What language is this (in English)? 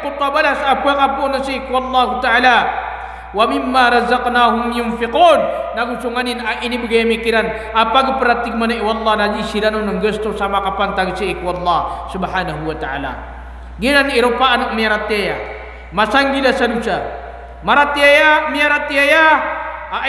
Maranao